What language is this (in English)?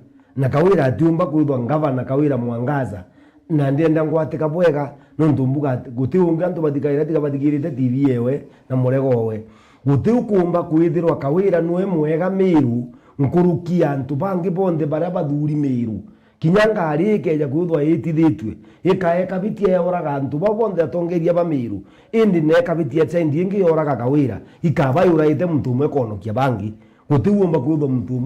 Meru